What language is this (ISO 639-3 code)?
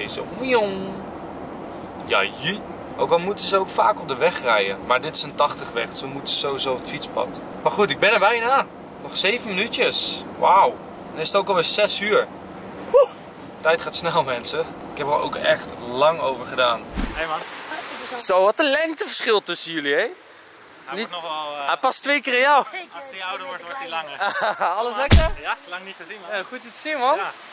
nld